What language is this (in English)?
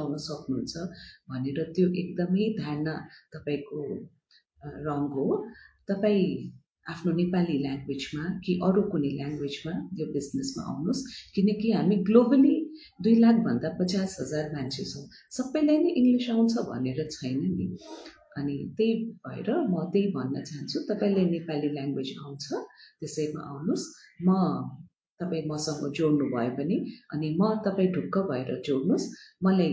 Nepali